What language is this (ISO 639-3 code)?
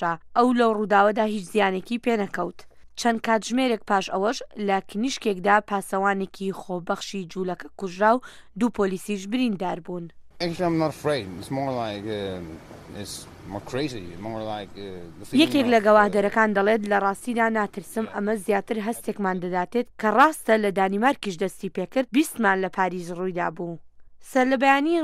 ckb